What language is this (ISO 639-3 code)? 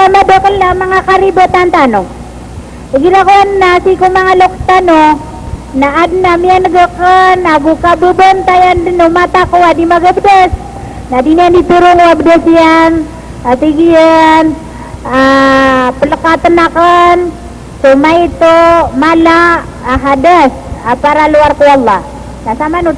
mrw